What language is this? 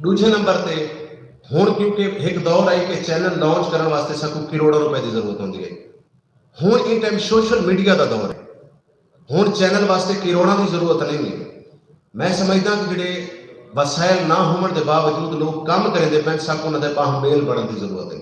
Saraiki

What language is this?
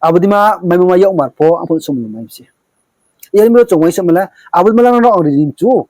Riang (India)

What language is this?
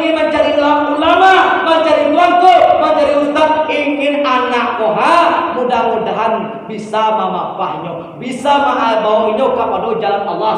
Minangkabau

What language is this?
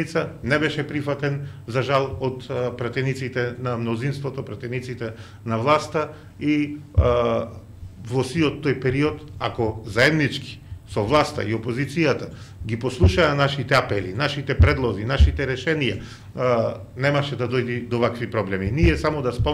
Macedonian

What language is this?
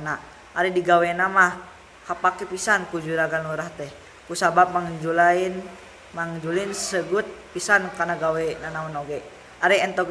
Sundanese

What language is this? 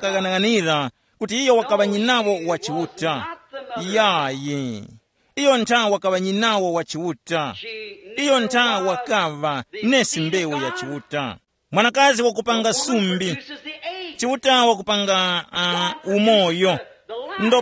Tumbuka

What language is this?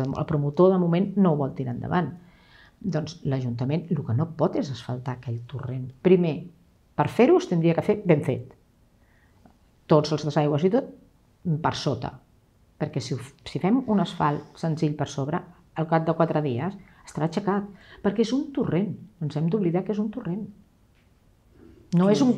Catalan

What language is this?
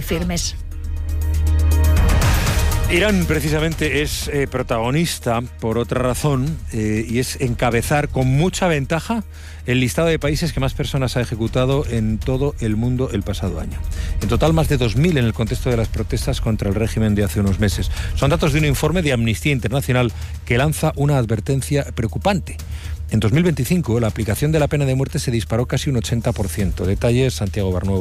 Spanish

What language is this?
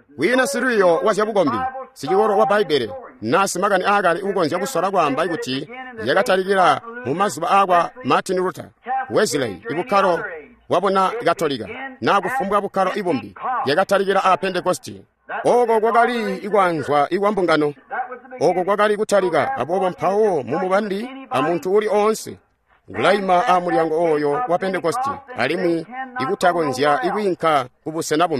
Tonga (Zambia)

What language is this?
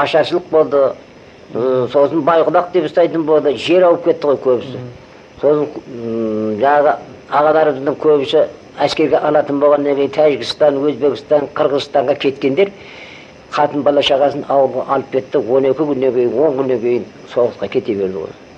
Kazakh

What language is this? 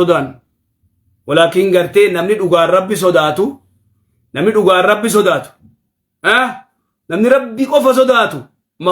Oromo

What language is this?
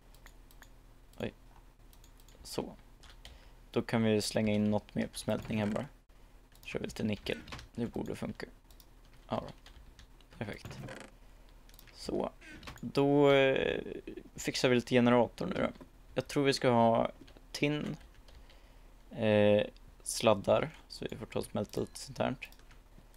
Swedish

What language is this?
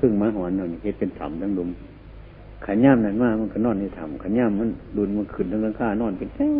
Northeastern Thai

